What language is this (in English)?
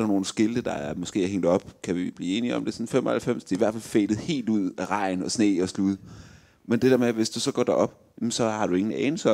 Danish